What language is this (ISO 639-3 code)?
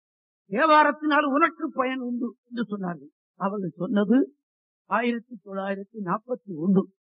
tam